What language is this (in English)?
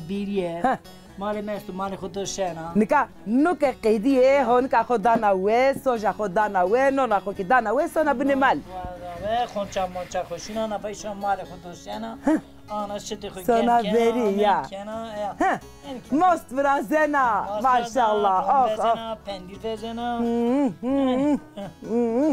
Zaza